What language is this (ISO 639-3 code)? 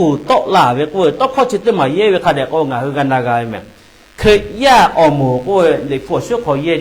lhu